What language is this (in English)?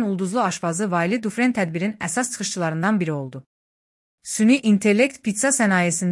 Azerbaijani